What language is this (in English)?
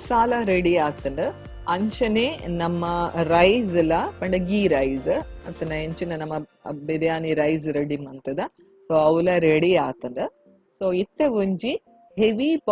Tulu